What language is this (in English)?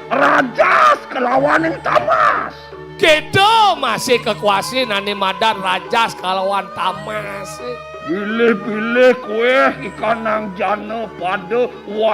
Balinese